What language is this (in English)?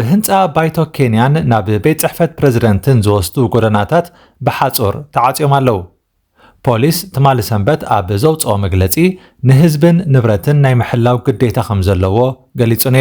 Tigrinya